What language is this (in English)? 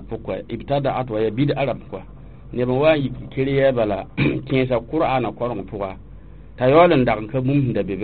Mossi